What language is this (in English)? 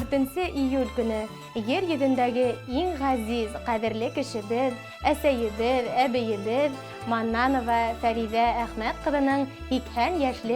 Bashkir